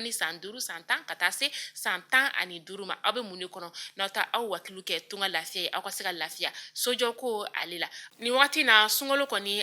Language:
Bambara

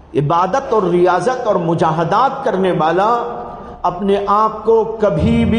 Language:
Urdu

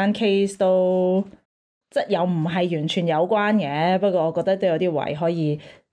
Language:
Cantonese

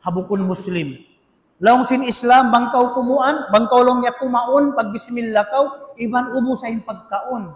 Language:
Tausug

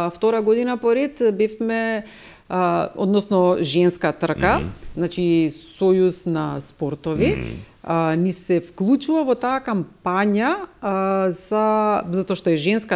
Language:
Macedonian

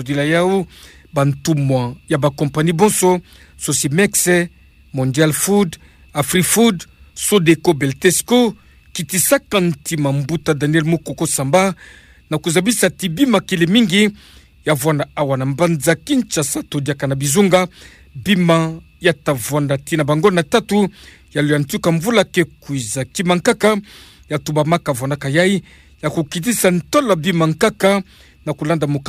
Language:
Kituba (Democratic Republic of Congo)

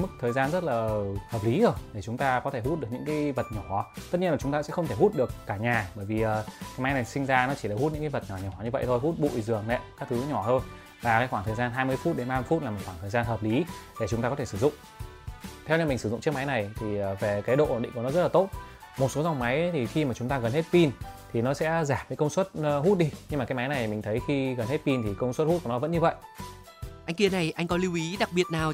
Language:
Vietnamese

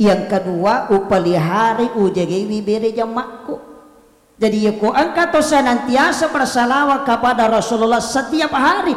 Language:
Buginese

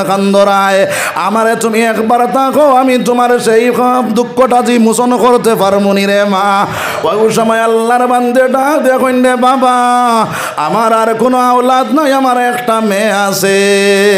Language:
Sylheti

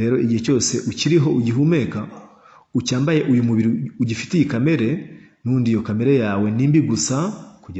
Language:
Kinyarwanda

